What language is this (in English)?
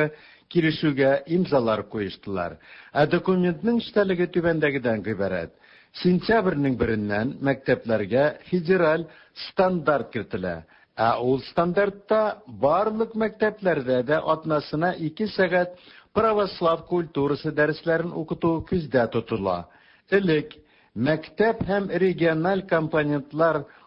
Tatar